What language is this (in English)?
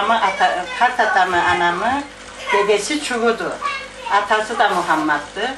Karachay-Balkar